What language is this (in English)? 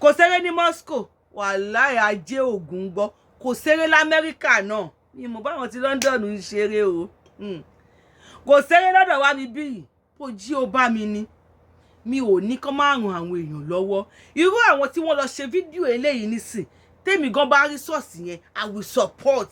Yoruba